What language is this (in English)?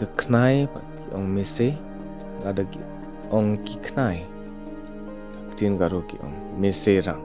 Khasi